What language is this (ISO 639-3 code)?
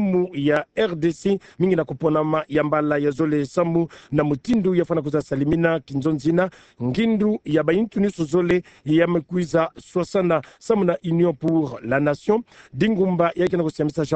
ktu